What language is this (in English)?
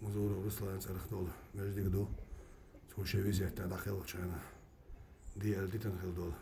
Chechen